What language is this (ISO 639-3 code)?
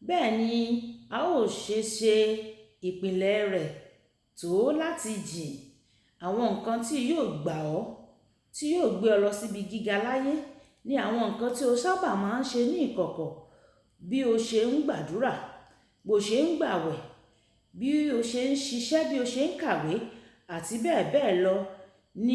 yor